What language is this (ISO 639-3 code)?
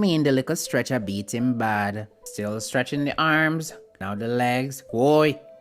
jam